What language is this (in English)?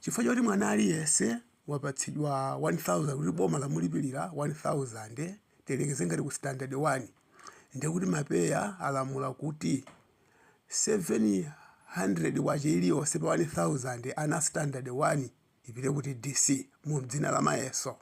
Nyanja